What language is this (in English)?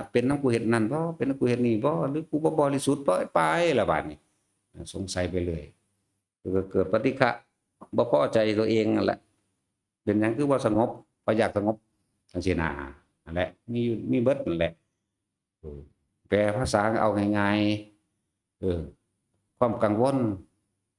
Northeastern Thai